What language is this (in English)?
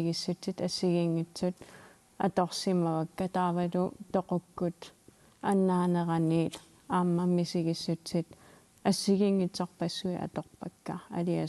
Kalaallisut